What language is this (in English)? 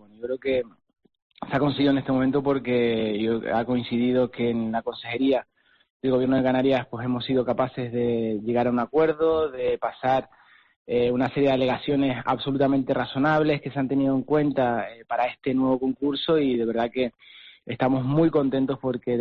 Spanish